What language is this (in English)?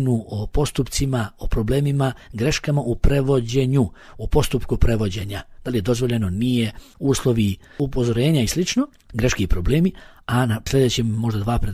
Bosnian